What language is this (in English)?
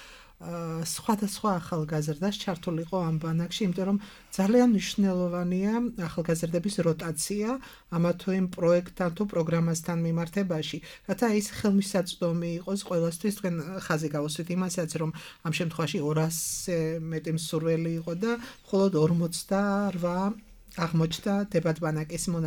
Georgian